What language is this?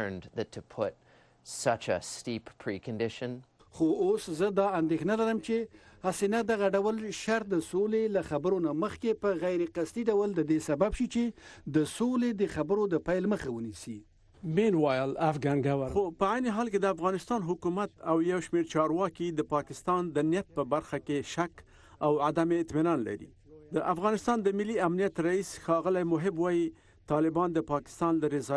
Pashto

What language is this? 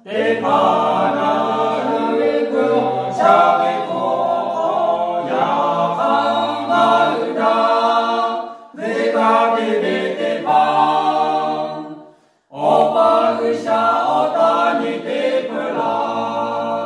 Lahu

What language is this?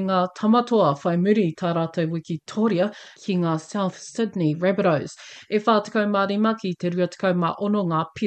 Māori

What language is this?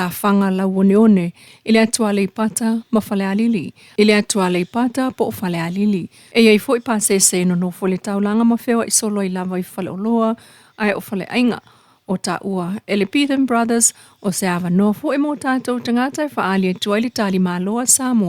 Samoan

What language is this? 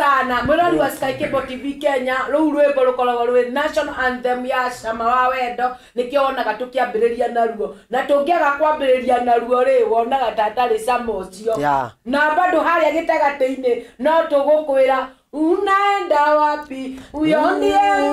Kikuyu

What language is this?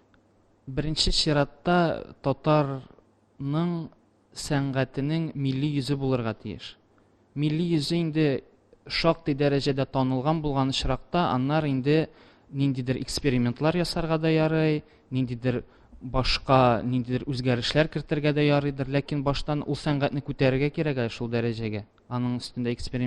Tatar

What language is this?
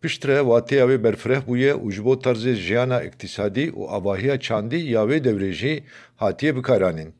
Kurdish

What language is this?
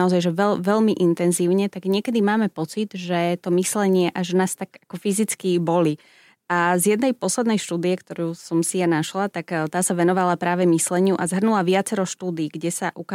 Slovak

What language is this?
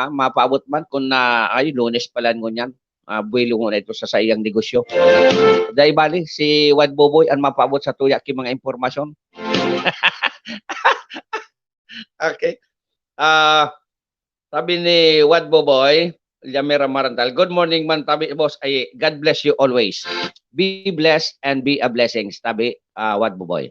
Bikol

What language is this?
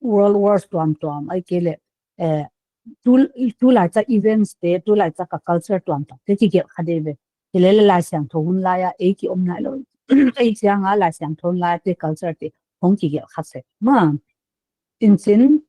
Paite Chin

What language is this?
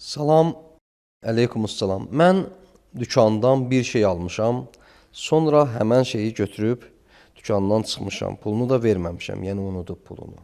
Azerbaijani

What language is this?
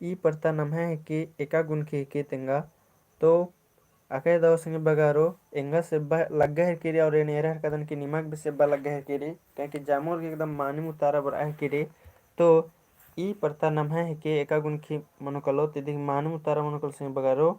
Kurukh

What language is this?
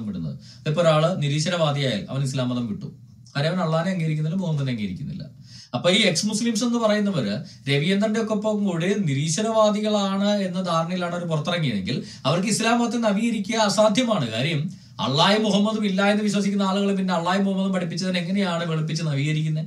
Malayalam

